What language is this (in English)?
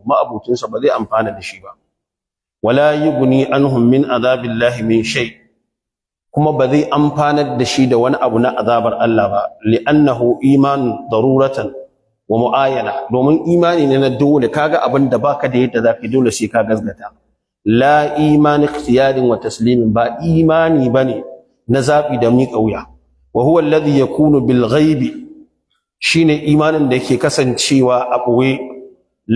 Hausa